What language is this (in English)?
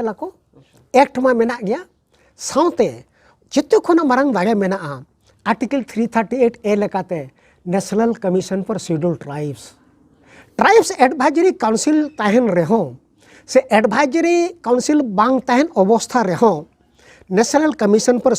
Santali